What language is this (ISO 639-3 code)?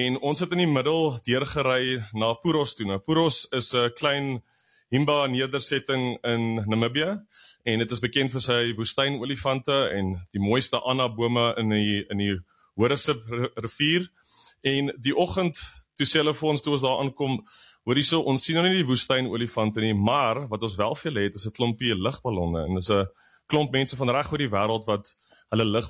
afr